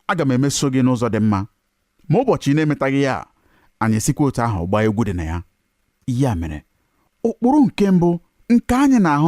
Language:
Igbo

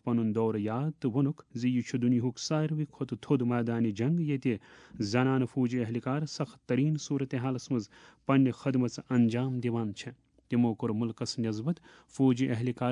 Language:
Kashmiri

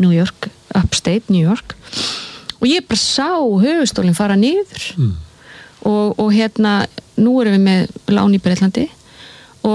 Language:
Icelandic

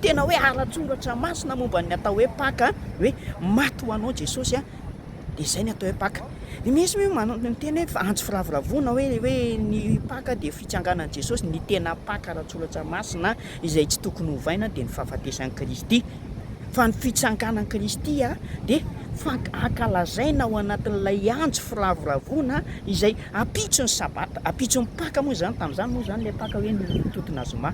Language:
Malagasy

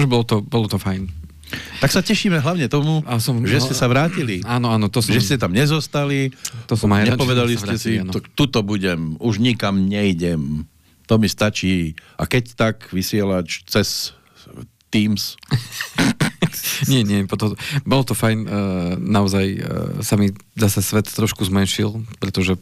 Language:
Slovak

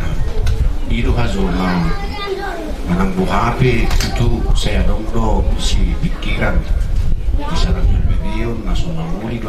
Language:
Batak Toba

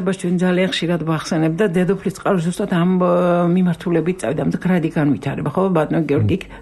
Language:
Georgian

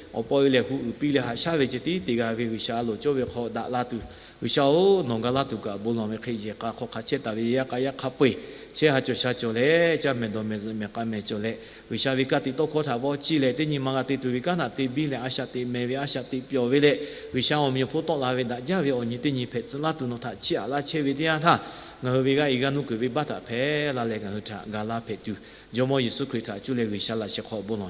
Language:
Lahu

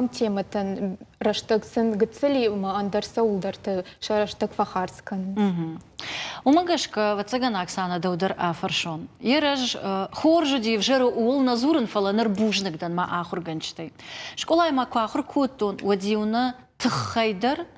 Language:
Ossetic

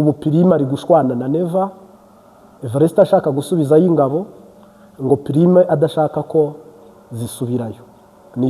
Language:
Kinyarwanda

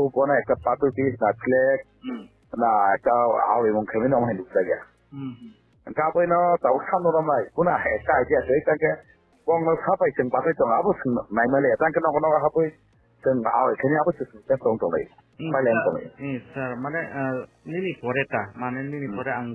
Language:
Kok Borok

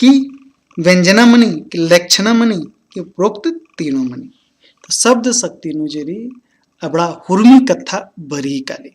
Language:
Kurukh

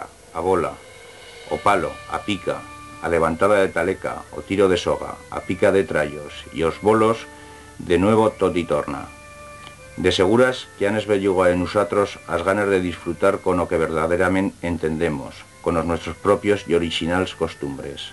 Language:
Aragonese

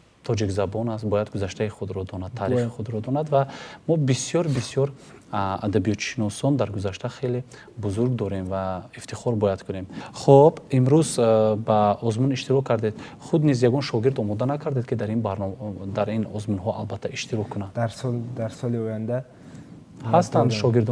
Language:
Tajik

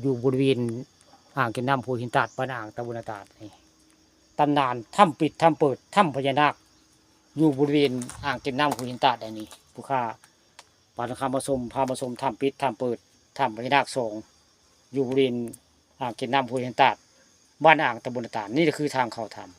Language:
Northeastern Thai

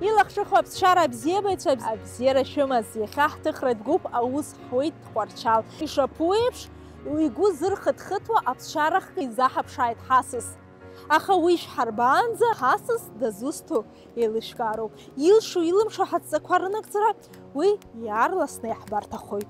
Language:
Abkhazian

